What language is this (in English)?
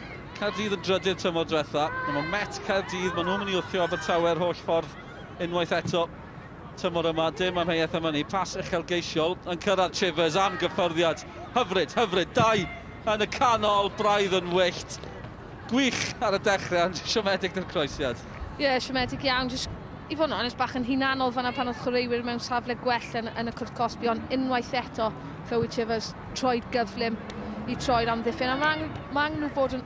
Welsh